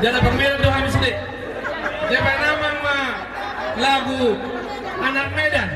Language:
Batak Toba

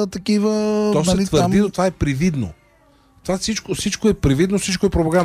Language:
Bulgarian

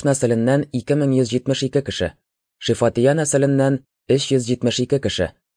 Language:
Tatar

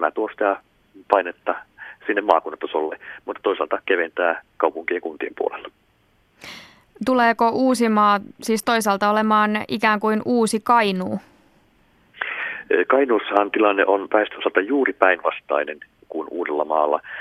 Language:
Finnish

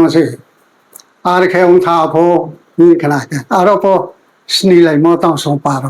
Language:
Riang (India)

